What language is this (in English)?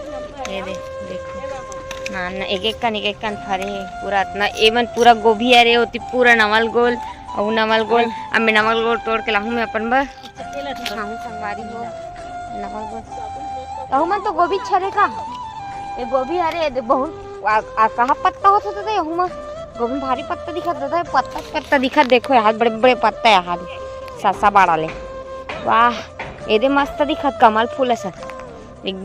Chhattisgarhi